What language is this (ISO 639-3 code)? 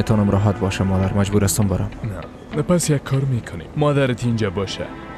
fas